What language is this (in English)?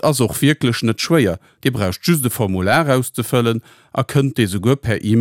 Luxembourgish